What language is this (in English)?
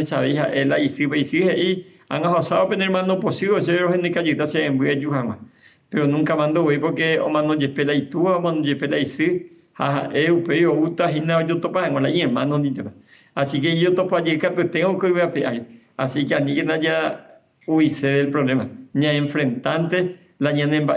Guarani